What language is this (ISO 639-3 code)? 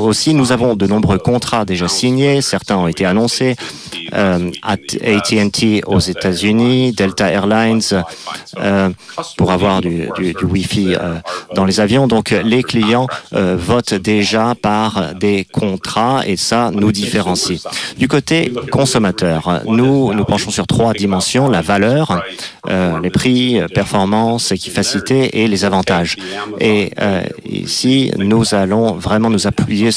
fra